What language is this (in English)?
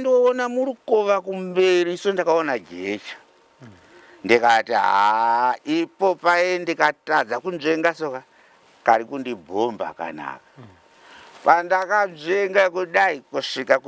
Shona